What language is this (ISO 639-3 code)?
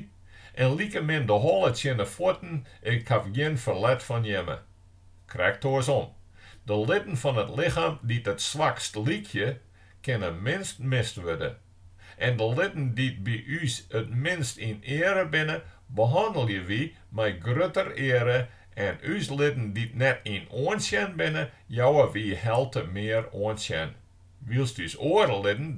fry